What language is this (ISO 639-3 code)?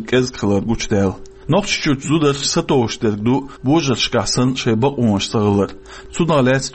che